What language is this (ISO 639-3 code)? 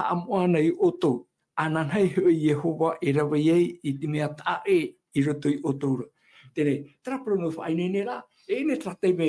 tah